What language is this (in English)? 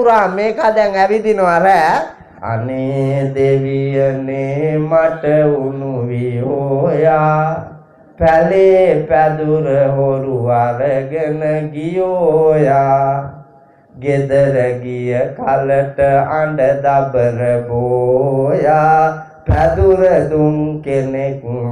Sinhala